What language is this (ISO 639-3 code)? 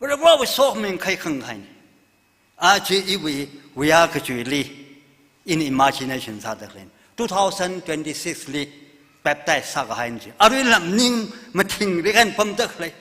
nmf